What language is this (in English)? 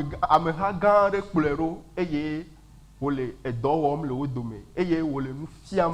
Ewe